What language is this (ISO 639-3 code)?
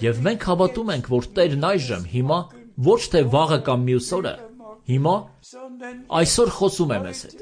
hye